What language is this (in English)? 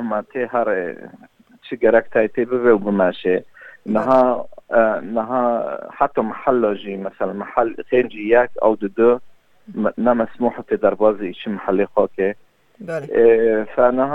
Kurdish